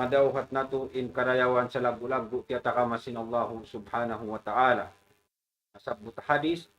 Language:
Tausug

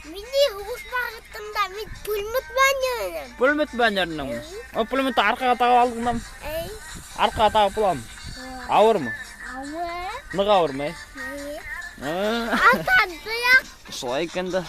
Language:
Bashkir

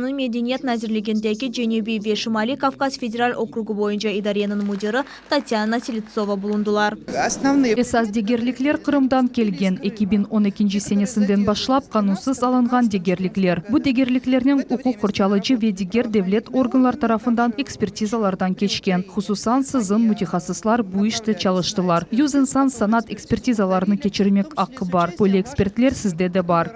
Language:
Crimean Tatar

